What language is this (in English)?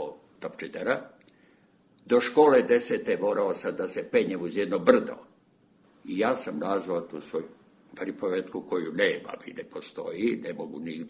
Serbian